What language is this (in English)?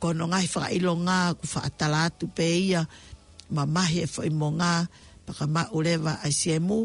Tongan